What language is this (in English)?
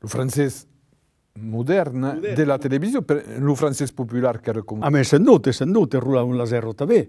Occitan